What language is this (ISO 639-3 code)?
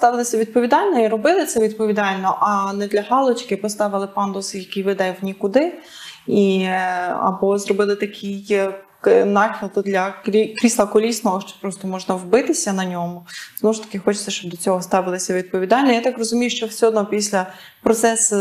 ukr